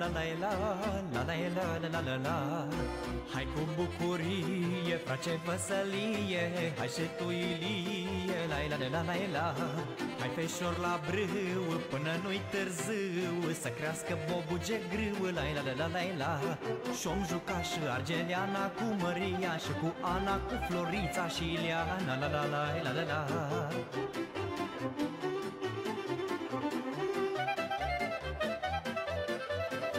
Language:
Romanian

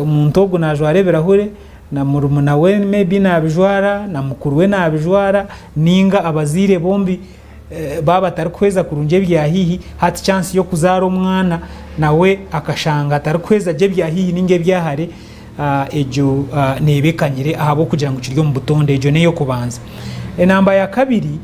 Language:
Nyankole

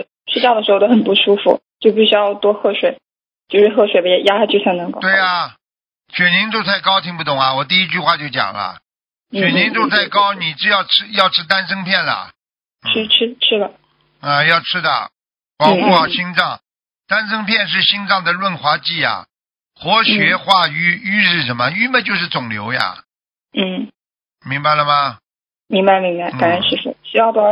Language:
Chinese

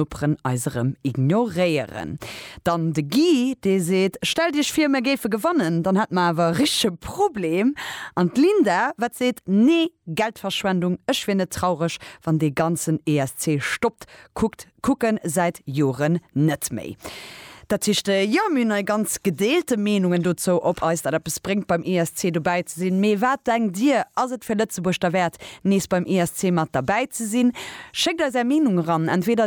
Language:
Luxembourgish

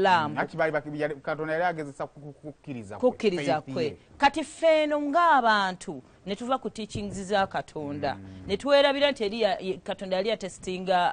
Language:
Ganda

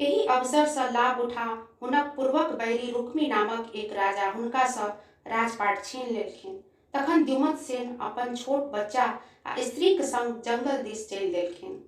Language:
Maithili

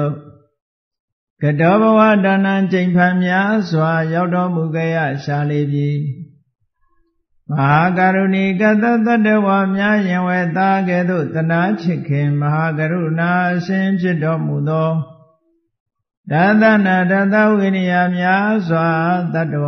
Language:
Burmese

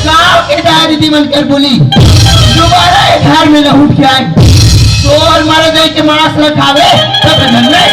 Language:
Chhattisgarhi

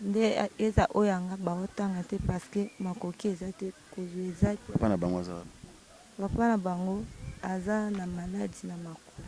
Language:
Lingala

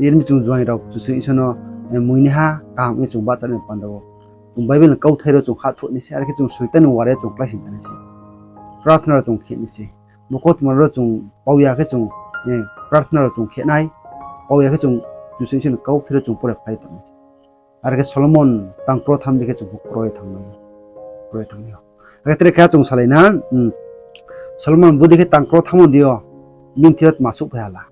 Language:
Riang (India)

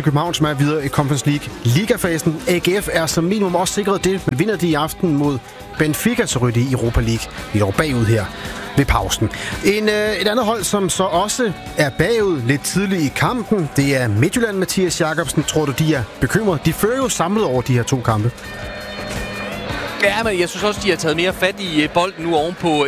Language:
Danish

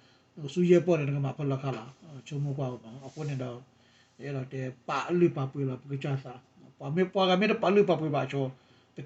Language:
S'gaw Karen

